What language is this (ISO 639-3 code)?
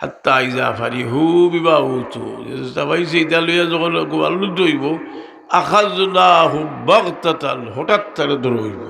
syl